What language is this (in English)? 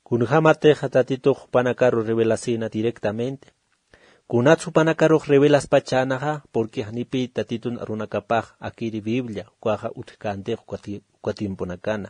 Aymara